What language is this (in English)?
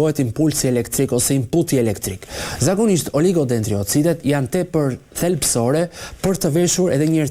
Albanian